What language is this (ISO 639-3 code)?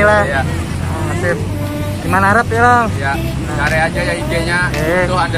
bjn